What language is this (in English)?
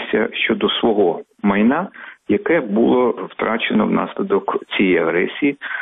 Ukrainian